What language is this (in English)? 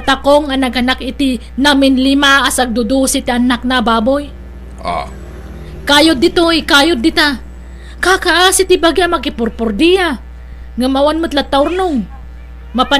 Iloko